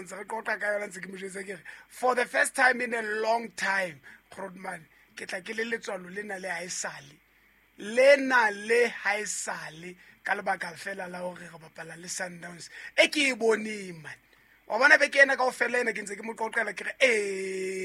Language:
Southern Sotho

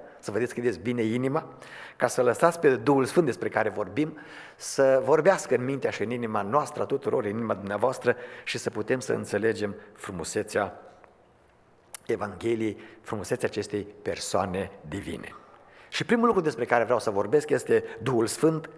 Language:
Romanian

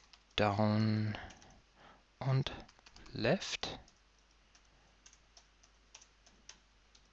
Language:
German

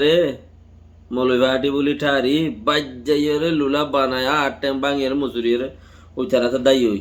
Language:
Rohingya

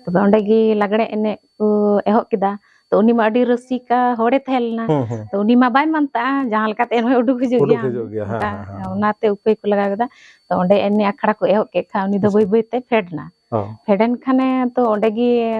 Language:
Santali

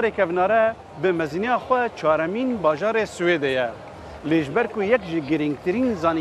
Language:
Kurdish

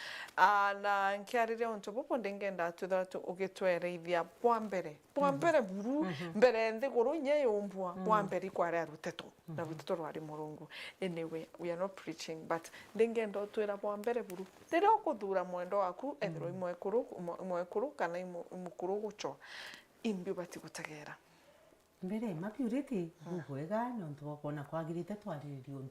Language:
Meru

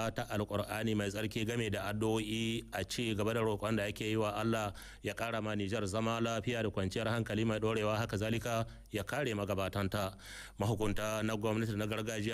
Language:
Hausa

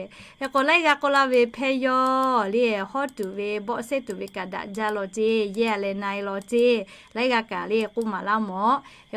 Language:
Lahu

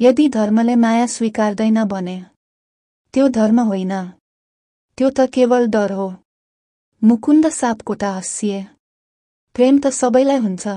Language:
Nepali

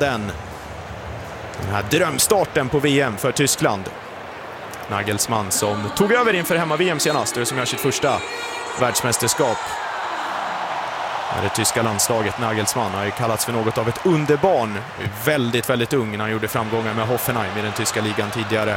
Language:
Swedish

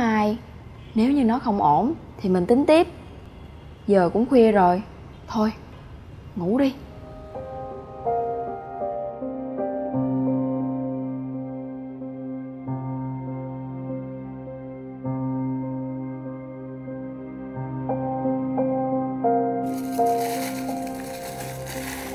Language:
Vietnamese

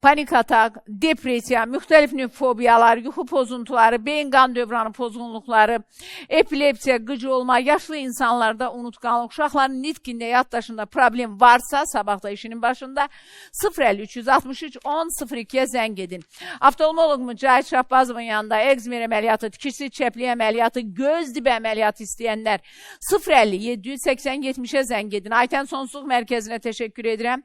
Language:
Azerbaijani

